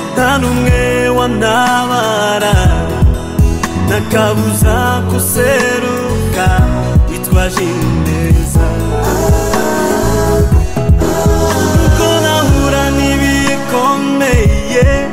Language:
Kinyarwanda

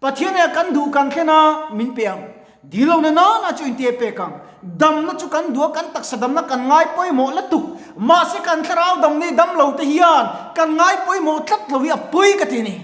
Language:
Mizo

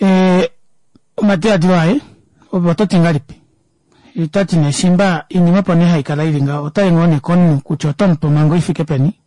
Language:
Kuanyama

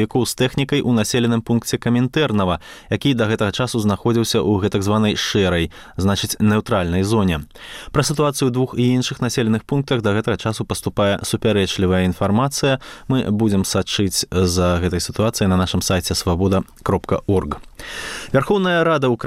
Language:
Belarusian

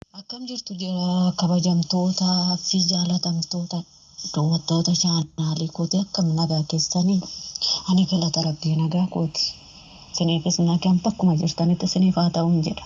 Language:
Oromo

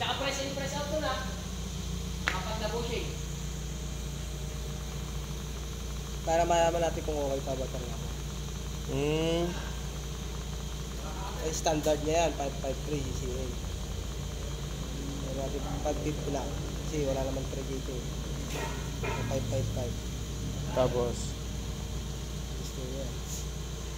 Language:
Filipino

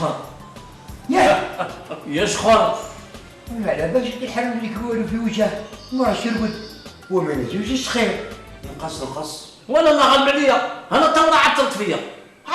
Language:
Algerian Arabic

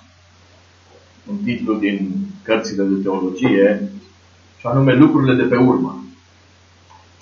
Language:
Romanian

